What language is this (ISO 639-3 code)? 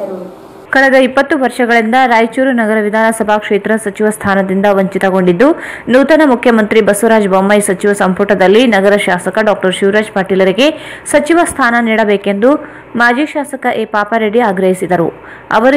kan